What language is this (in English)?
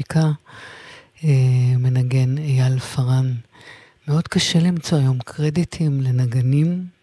Hebrew